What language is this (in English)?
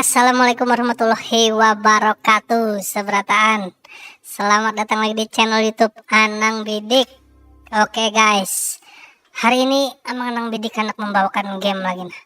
Banjar